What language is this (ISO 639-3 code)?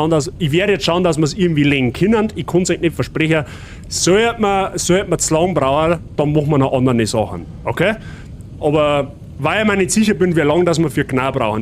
bar